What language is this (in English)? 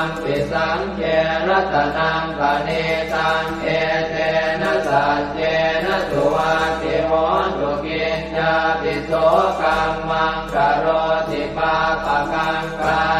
Pali